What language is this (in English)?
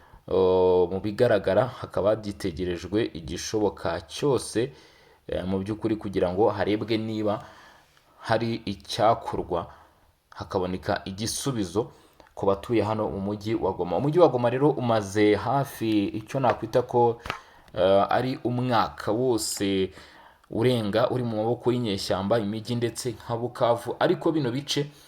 Kinyarwanda